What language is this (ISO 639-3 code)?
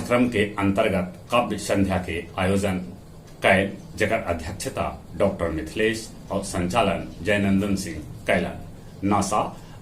mag